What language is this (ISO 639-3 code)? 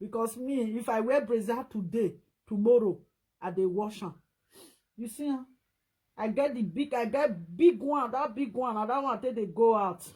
pcm